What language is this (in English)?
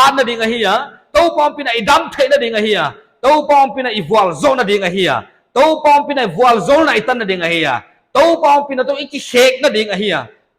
Paite Chin